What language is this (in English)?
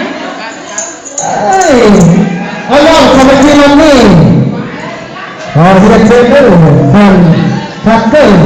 Lao